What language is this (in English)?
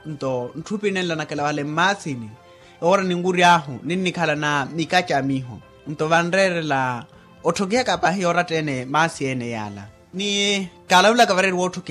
Makhuwa